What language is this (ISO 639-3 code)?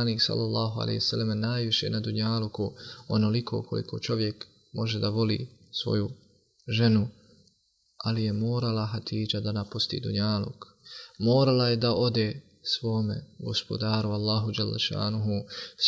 bos